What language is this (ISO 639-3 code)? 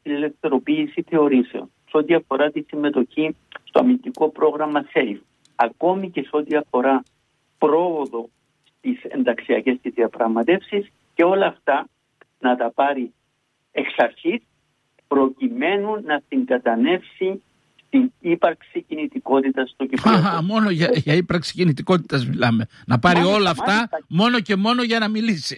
ell